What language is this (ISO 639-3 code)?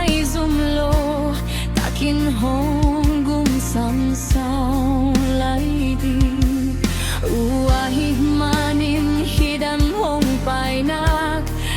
ctd